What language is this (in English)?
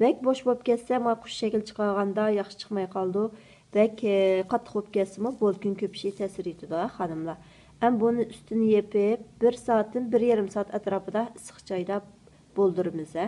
Uyghur